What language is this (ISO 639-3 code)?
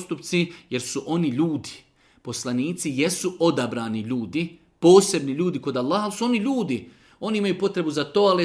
bos